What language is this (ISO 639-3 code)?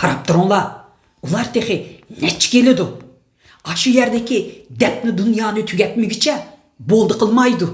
uig